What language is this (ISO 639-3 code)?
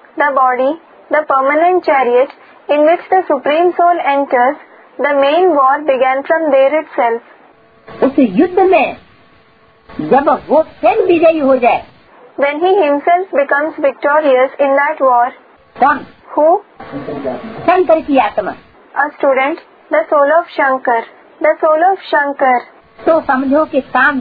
hin